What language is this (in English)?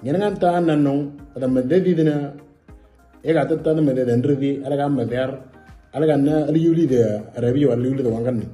Moro